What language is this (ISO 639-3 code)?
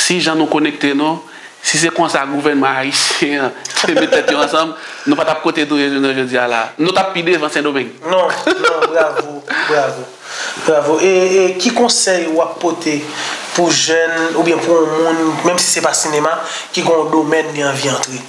hat